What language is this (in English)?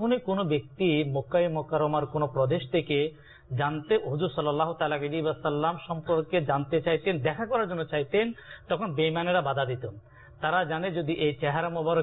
Bangla